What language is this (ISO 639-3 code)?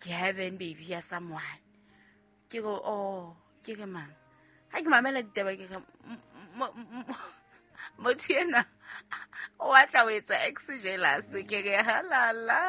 sot